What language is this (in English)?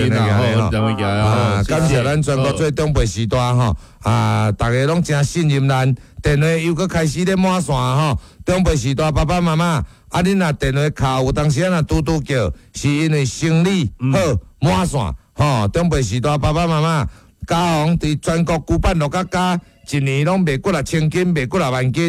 Min Nan Chinese